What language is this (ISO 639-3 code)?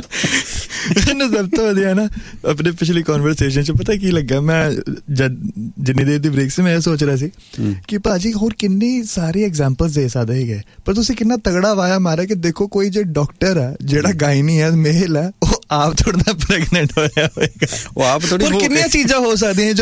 pan